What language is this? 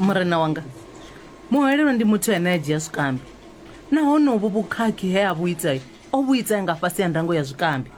Venda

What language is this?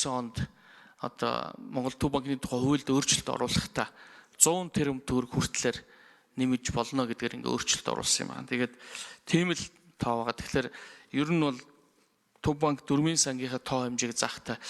Mongolian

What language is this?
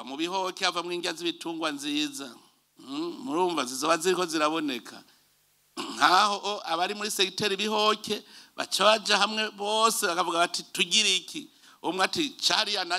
Rundi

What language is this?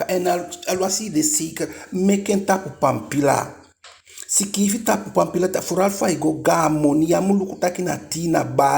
Eastern Maroon Creole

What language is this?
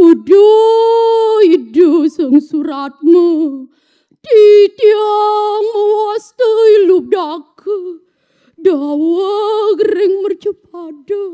Balinese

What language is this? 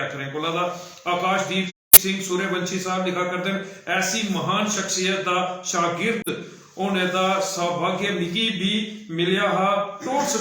Dogri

